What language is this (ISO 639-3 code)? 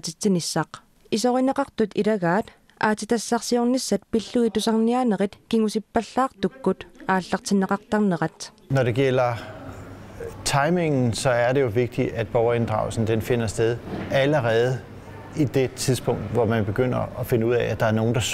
kal